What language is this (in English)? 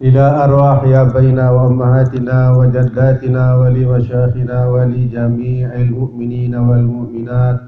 Sasak